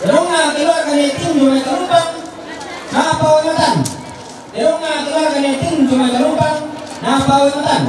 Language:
Toraja-Sa'dan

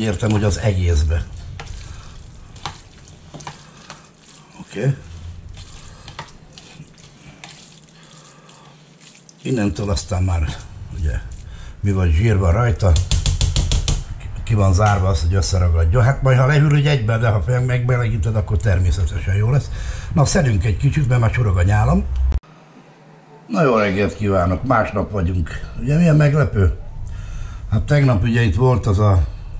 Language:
Hungarian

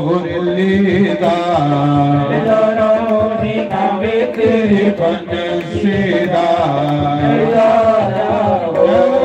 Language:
Dogri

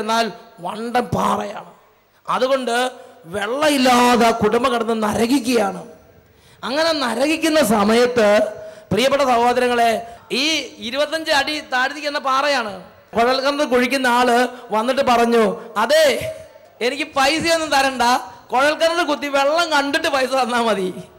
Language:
Malayalam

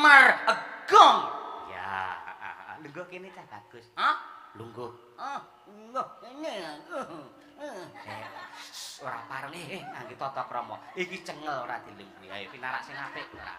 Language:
Javanese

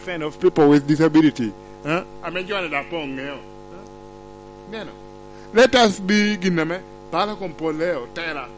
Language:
Lango (Uganda)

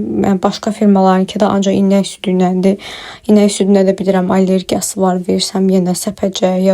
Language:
Azerbaijani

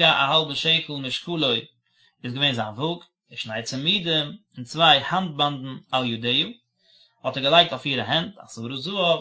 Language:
Yiddish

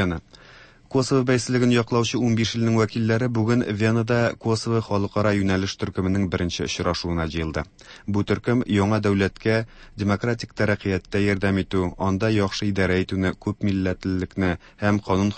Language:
Tatar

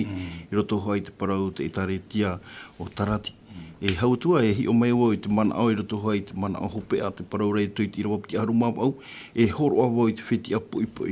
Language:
Tahitian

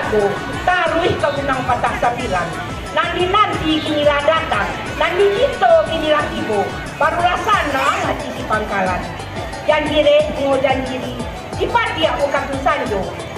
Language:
Minangkabau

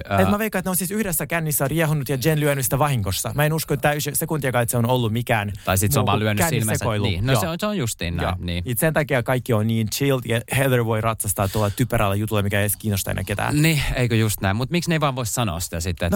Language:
Finnish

